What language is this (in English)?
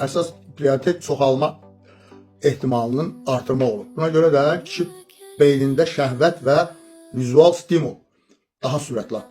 Azerbaijani